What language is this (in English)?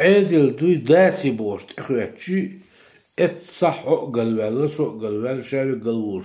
Chechen